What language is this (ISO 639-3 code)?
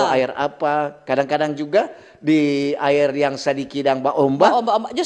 xmm